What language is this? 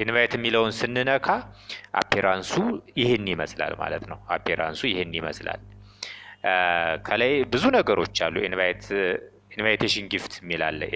Amharic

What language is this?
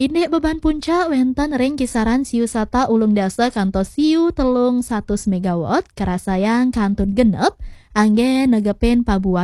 Balinese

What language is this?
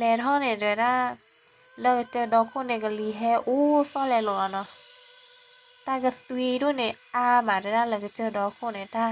S'gaw Karen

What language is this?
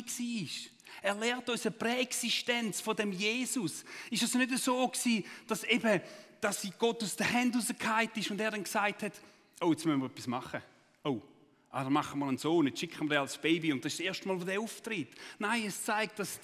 Swiss German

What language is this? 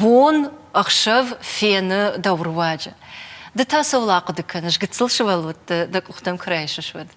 Ossetic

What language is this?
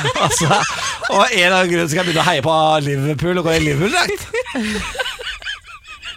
Norwegian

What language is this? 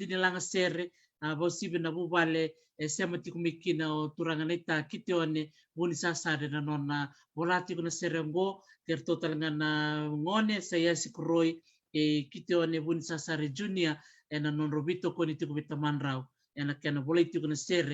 Fijian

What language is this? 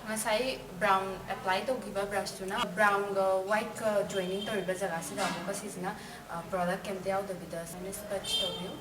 Manipuri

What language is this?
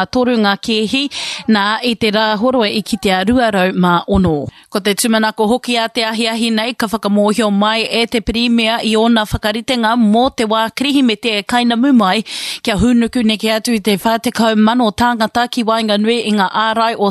Māori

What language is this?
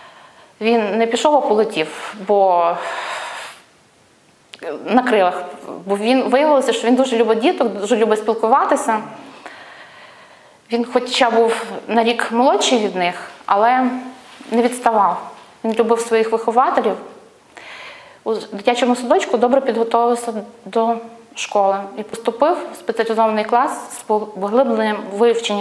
Ukrainian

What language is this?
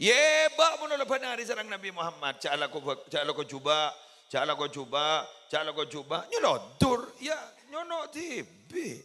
Madurese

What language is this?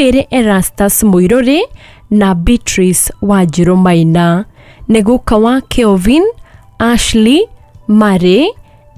Kikuyu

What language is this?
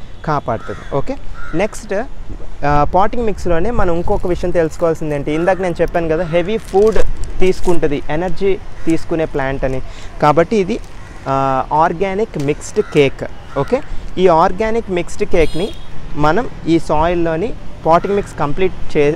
Telugu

